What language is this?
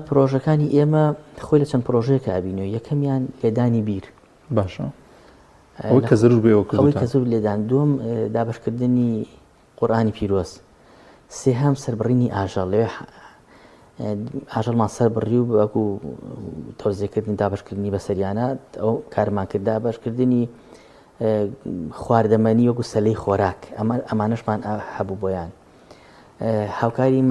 Central Kurdish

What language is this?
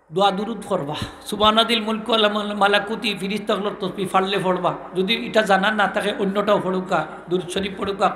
Sylheti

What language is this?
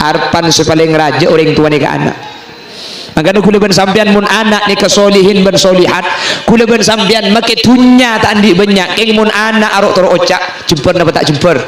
Madurese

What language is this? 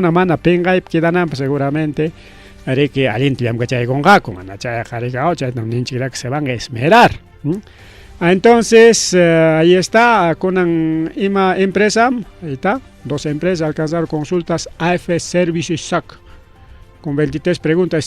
Ayacucho Quechua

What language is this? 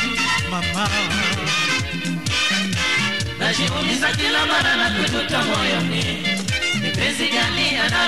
Swahili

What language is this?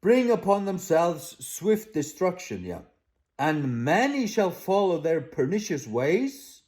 Faroese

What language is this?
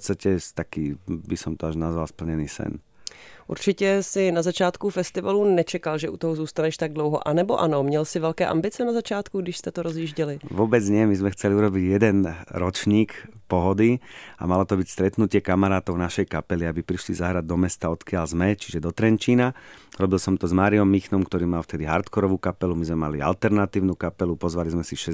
Slovak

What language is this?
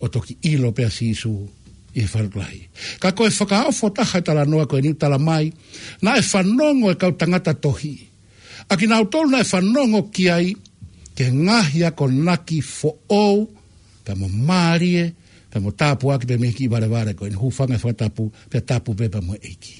Tongan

